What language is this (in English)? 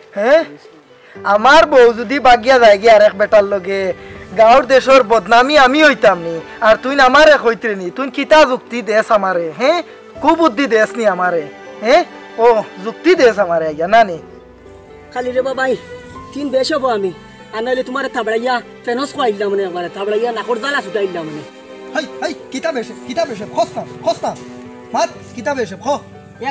Sylheti